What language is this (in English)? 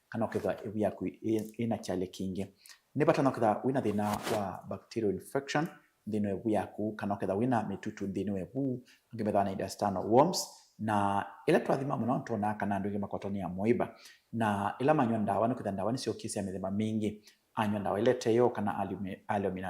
Kamba